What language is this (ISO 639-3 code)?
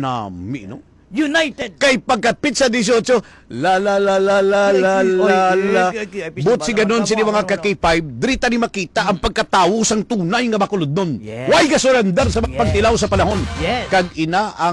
hil